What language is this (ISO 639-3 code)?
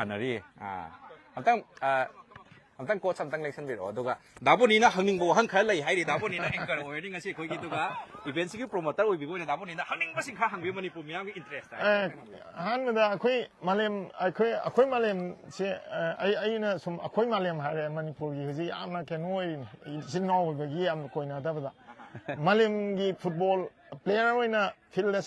mni